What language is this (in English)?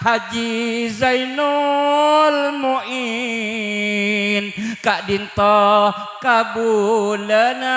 Madurese